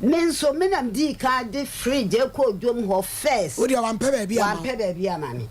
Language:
Akan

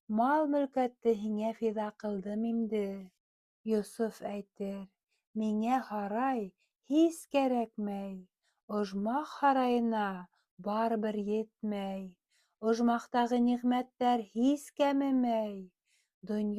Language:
Bashkir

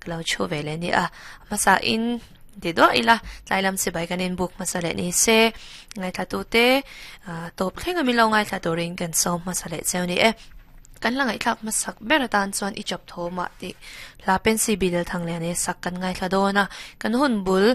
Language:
Mizo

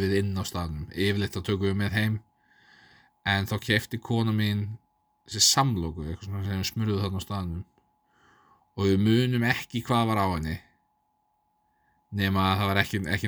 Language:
Icelandic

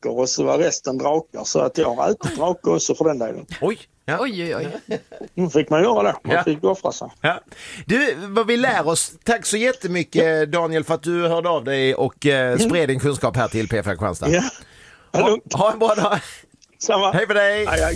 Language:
Swedish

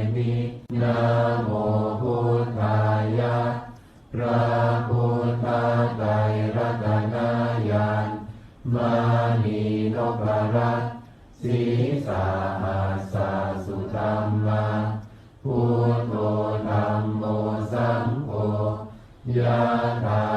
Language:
Pali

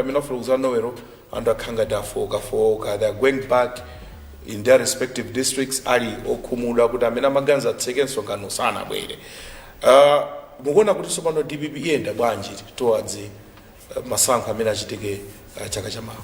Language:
Nyanja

